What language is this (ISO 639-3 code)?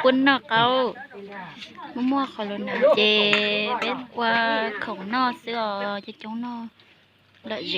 hmn